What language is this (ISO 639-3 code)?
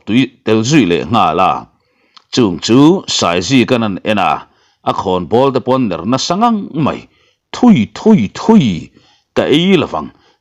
lus